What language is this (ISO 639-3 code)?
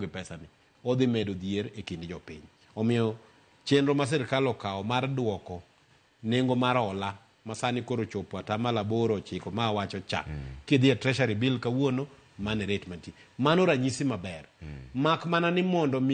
luo